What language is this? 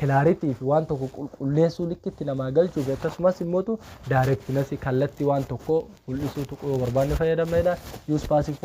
Oromo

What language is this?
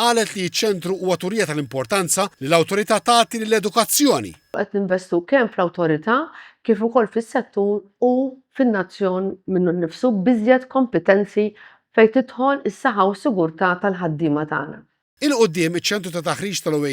Maltese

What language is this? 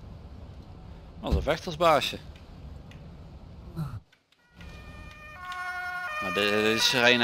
Dutch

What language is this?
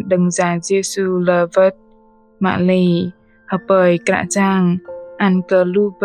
Bahnar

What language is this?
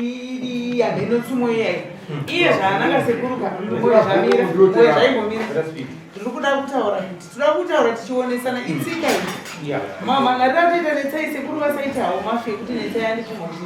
Shona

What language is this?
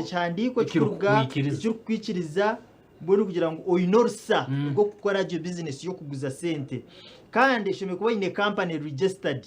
Nyankole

